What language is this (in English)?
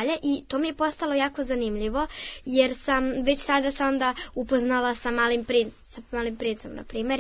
Serbian